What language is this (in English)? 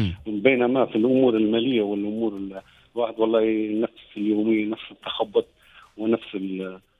Tunisian Arabic